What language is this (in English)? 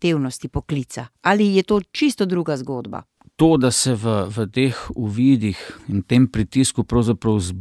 Slovenian